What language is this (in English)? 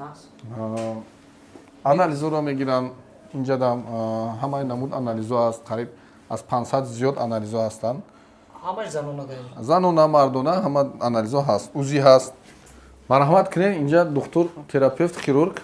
Tajik